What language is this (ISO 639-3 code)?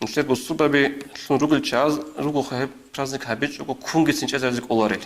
ava